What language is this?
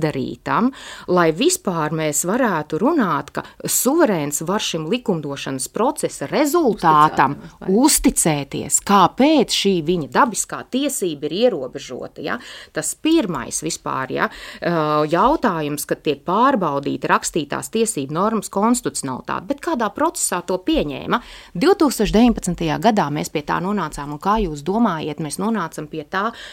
Latvian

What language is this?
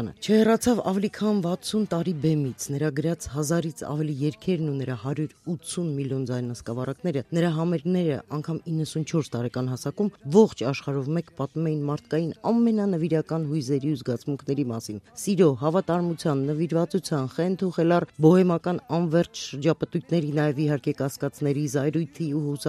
Armenian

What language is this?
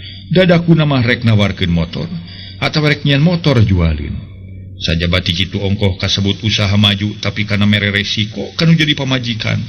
Sundanese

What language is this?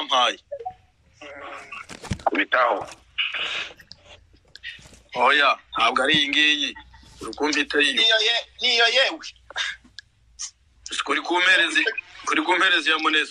Kinyarwanda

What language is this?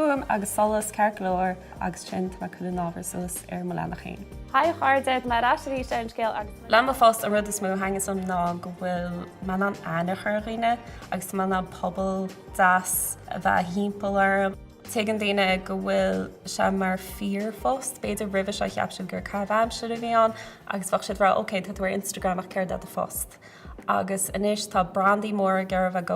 Irish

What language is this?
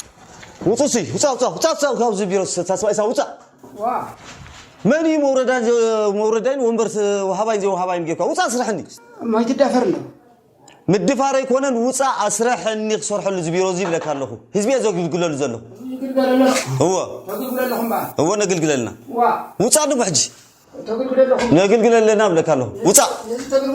Tigrinya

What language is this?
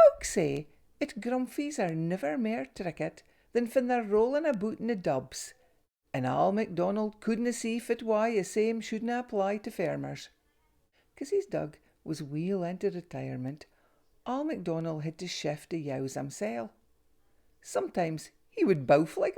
Scots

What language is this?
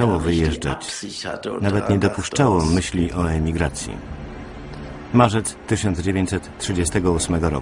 Polish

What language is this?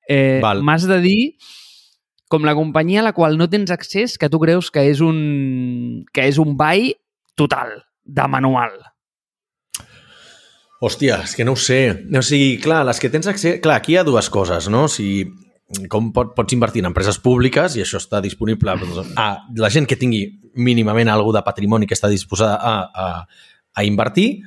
Catalan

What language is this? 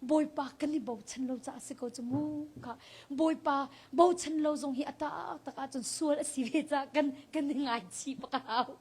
Hakha Chin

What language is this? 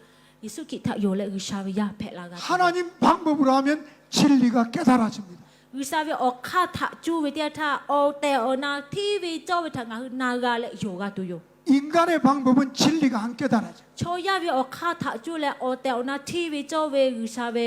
Lahu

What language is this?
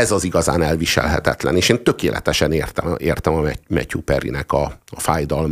Hungarian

